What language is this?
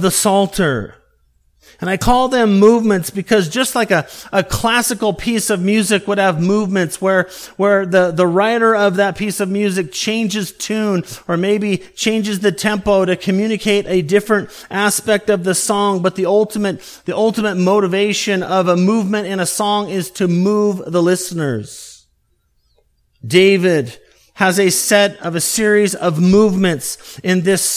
English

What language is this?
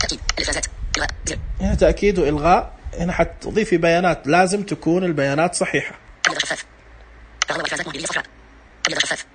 Najdi Arabic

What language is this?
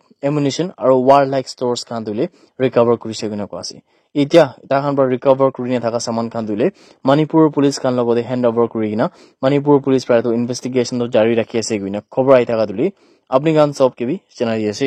Naga Pidgin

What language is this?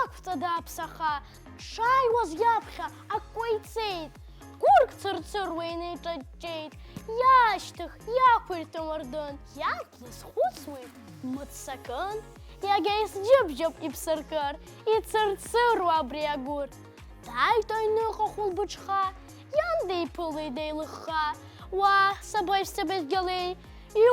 Abkhazian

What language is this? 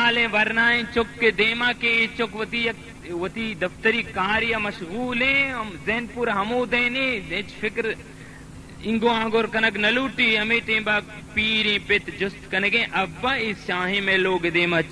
Baluchi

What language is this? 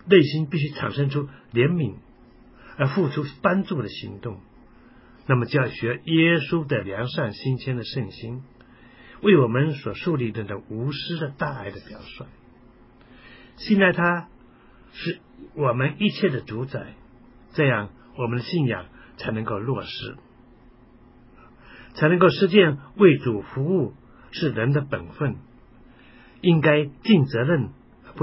Chinese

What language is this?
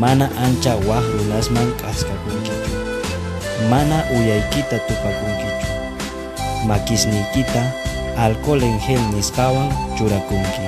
Quechua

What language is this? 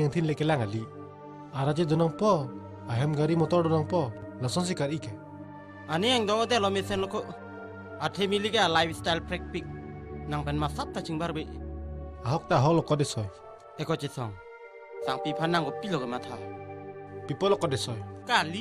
Karbi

